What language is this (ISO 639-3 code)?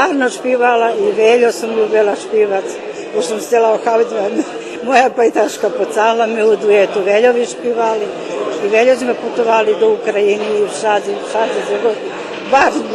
rue